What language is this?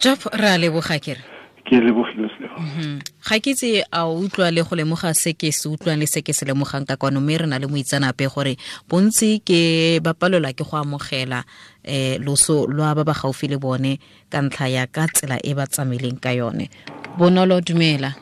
Tswana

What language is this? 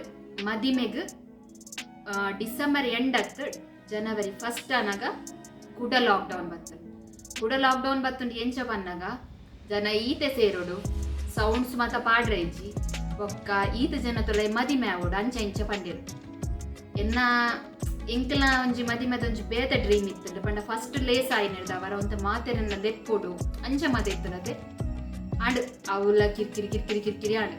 Tulu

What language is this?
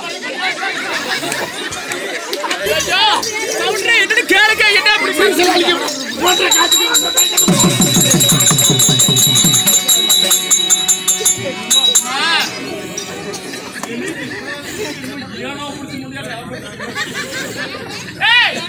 Tamil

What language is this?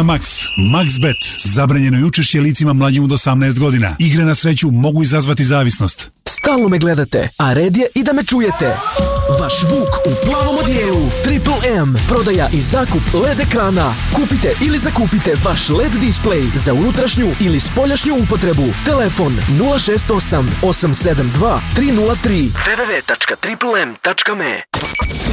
Serbian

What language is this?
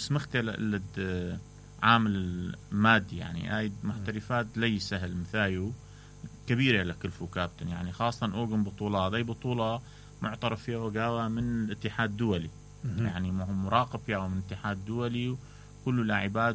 Mesopotamian Arabic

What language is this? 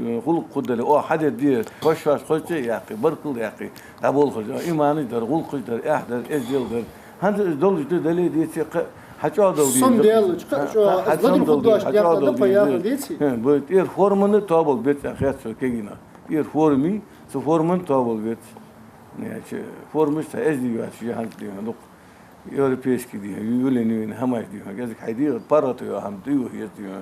Ingush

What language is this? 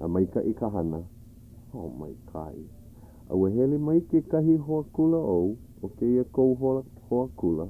Hawaiian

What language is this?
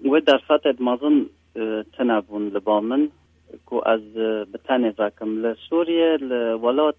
Kurdish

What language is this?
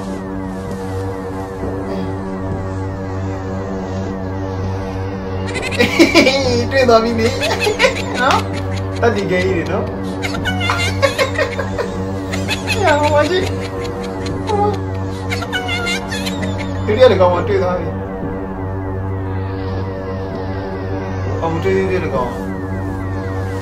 Burmese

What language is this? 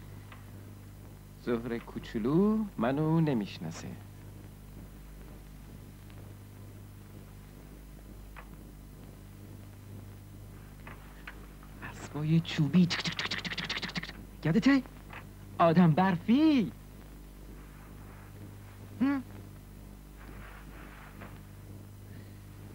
Persian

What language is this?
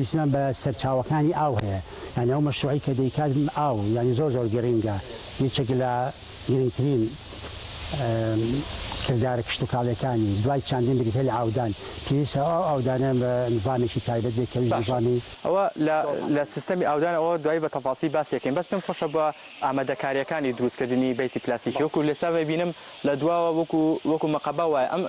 Central Kurdish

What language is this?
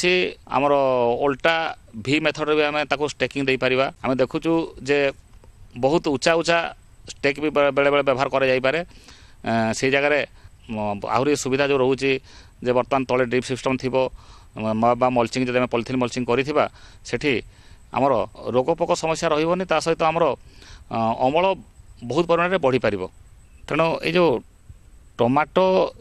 Odia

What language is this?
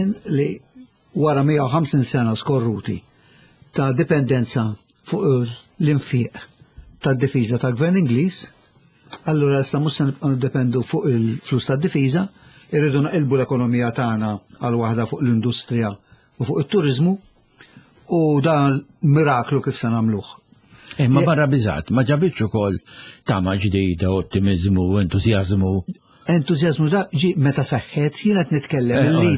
Maltese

